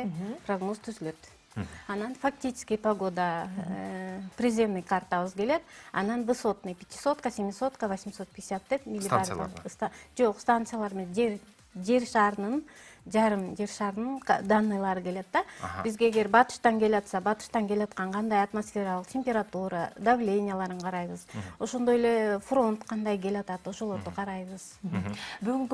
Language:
Kyrgyz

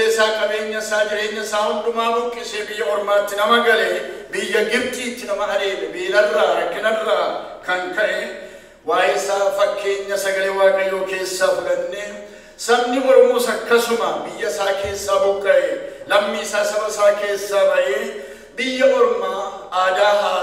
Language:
Oromo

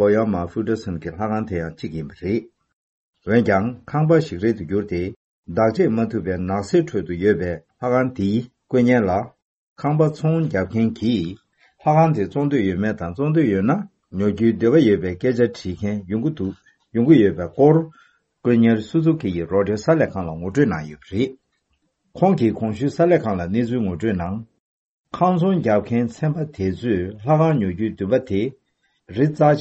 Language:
Tibetan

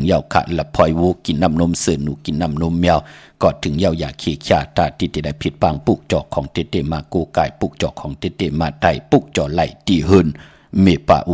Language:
Shan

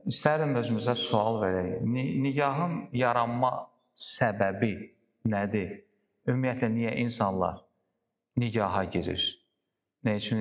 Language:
Azerbaijani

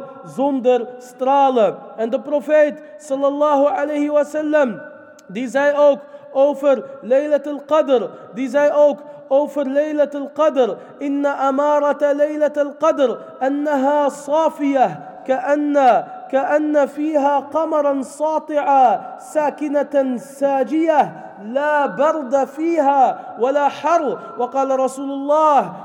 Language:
Dutch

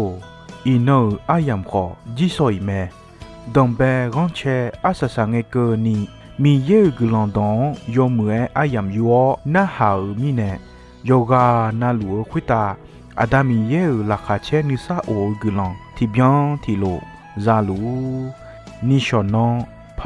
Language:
Akha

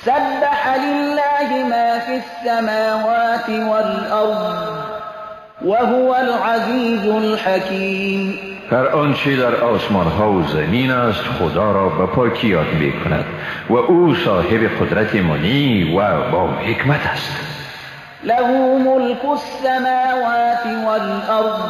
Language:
Persian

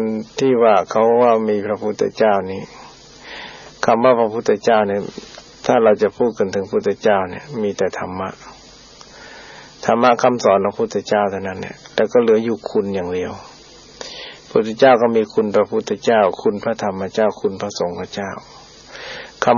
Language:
Thai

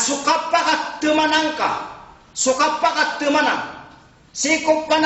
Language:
Maranao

